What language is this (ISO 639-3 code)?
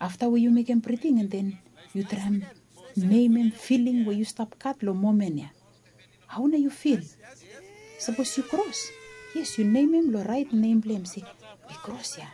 bis